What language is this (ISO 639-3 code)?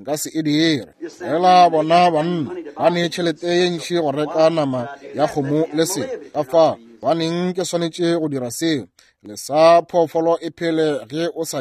nso